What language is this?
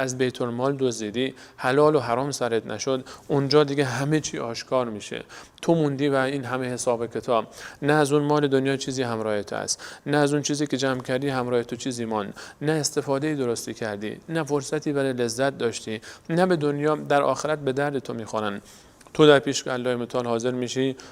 Persian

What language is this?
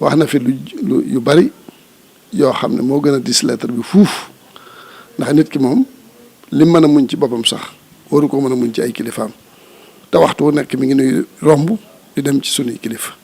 Wolof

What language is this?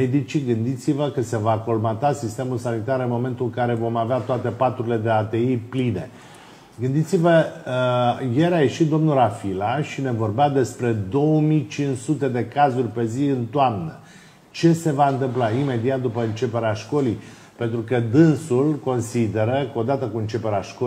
Romanian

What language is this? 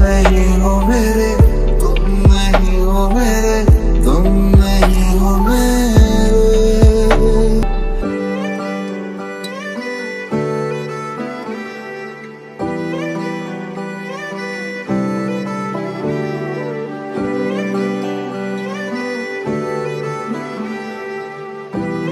Hindi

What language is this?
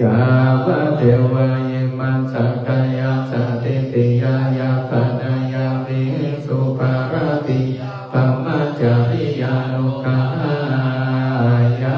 Pali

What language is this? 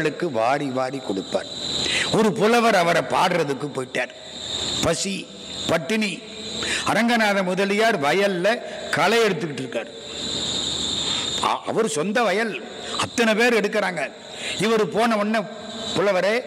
Tamil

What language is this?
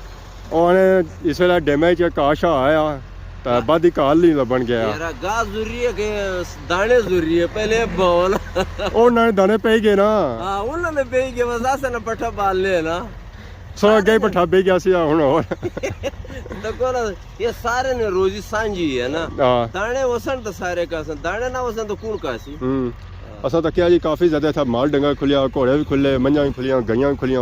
Pahari-Potwari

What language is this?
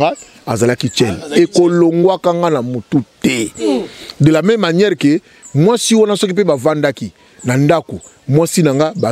Lingala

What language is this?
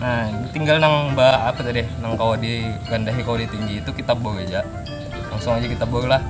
Banjar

